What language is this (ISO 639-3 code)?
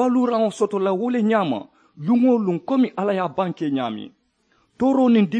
man